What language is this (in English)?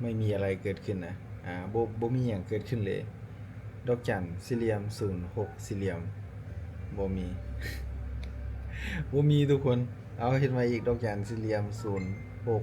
Lao